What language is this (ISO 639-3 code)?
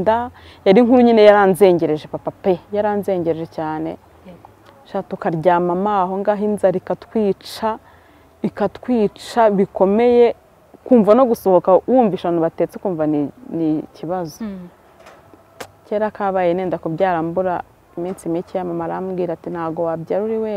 kin